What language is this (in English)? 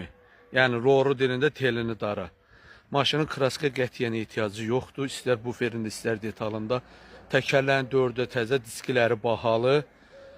Azerbaijani